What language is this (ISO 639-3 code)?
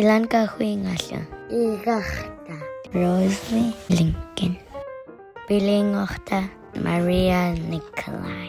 esu